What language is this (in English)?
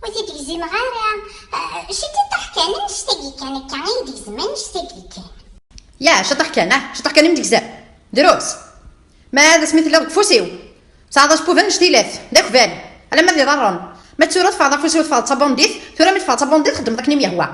Kabyle